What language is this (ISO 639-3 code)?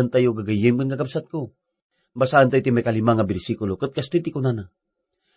ilo